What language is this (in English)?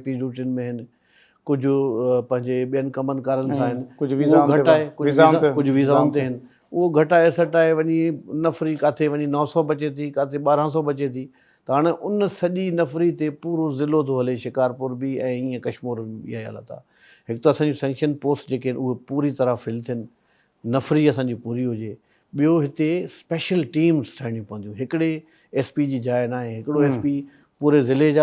Sindhi